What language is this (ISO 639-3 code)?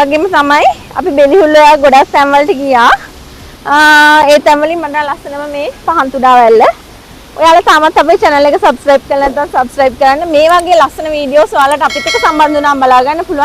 sin